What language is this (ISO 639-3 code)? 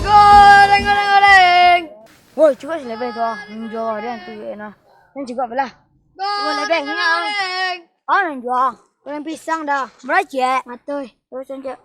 min